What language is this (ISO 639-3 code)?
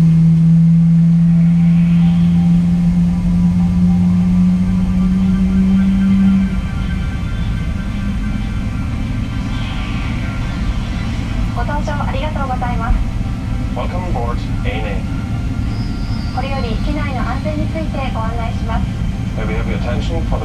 jpn